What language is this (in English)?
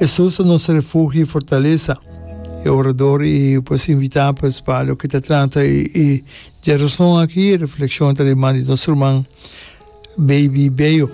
Papiamento